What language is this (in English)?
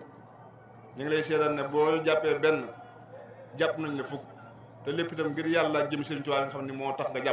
Wolof